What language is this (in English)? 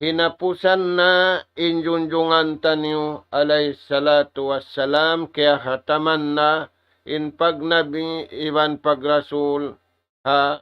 Tausug